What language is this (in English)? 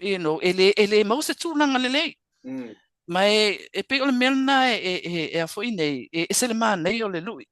Samoan